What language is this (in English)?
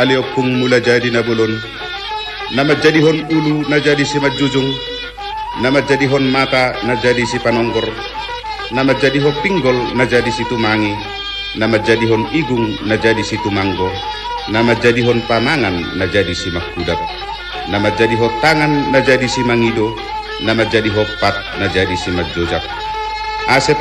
Batak Toba